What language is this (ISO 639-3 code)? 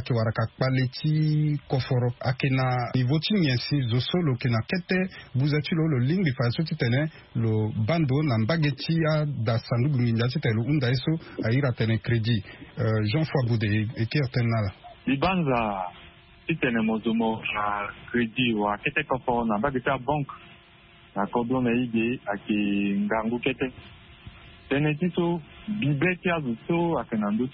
sag